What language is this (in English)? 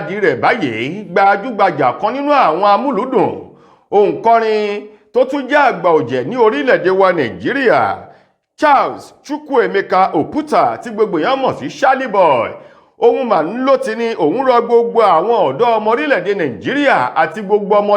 Yoruba